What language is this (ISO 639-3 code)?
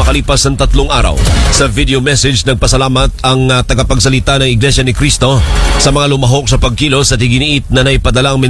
fil